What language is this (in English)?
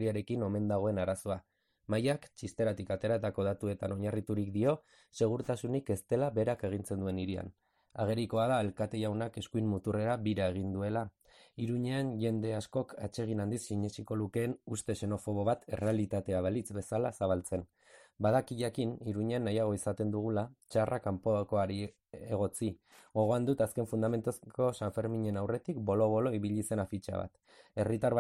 Basque